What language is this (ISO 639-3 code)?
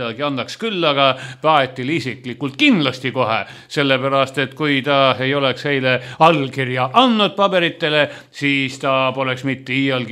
est